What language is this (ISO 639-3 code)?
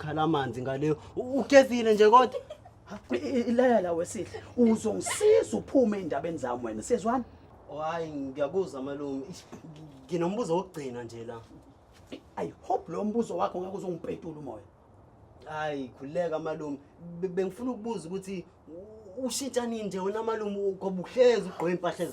zul